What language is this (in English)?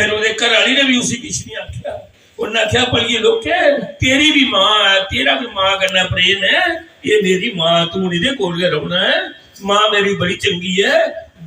Dogri